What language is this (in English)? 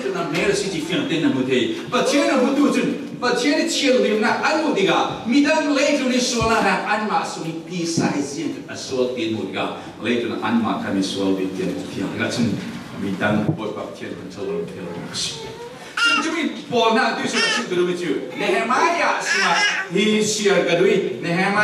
Falam Chin